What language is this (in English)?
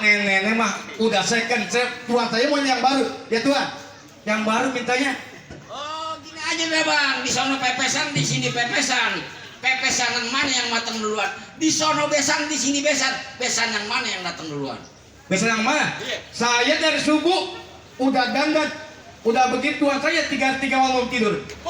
Betawi